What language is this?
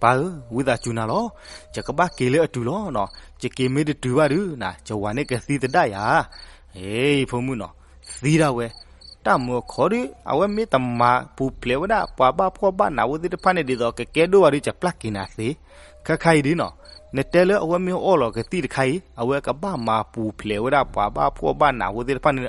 S'gaw Karen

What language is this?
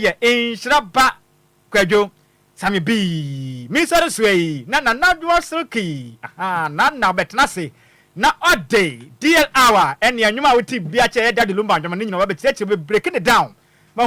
Akan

